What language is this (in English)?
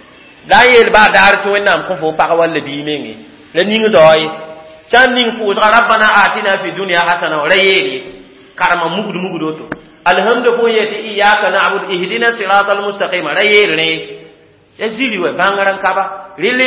Mossi